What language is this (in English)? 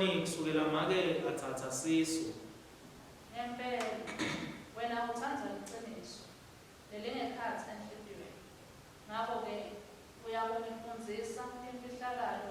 Swati